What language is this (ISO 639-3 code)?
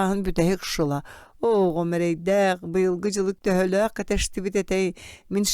sah